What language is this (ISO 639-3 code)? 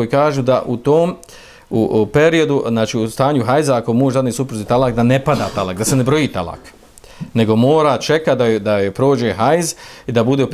bos